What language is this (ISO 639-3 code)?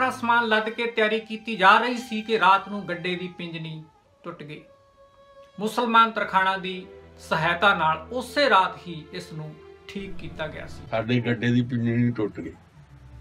pan